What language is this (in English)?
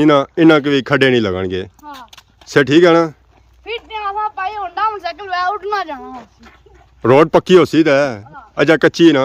Pahari-Potwari